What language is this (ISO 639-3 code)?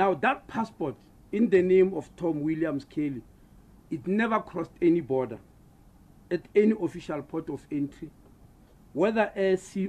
eng